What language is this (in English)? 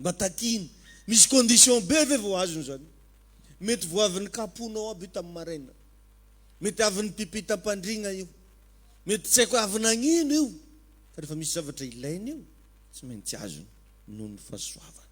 Malagasy